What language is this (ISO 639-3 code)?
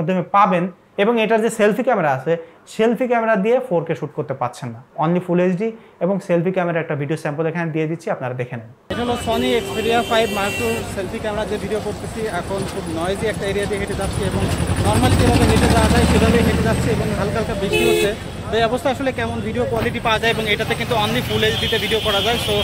ben